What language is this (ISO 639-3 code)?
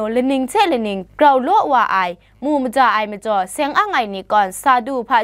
kac